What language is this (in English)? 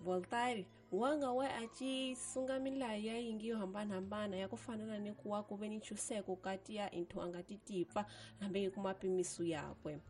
Tsonga